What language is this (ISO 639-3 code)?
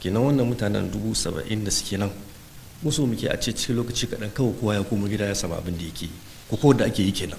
hau